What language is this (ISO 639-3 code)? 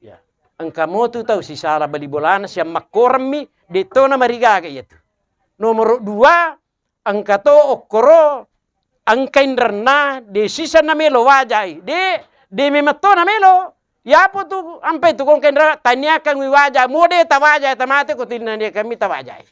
bug